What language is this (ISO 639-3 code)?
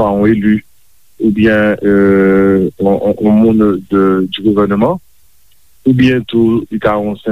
hat